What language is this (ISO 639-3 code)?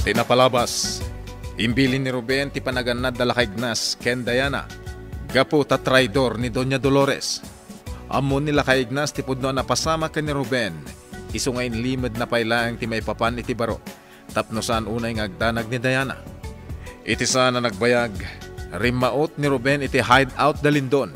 ilo